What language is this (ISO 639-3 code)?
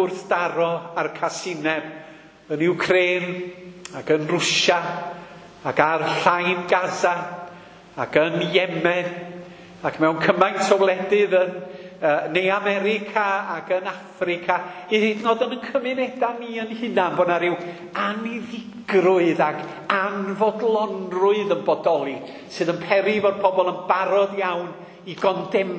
cym